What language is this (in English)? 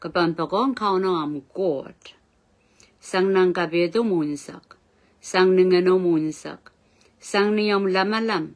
Pohnpeian